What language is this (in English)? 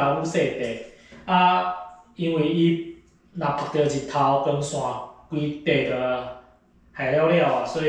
Min Nan Chinese